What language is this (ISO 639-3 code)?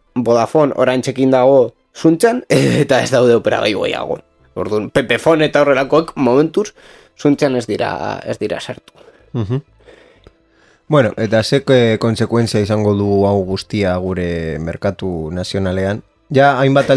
eus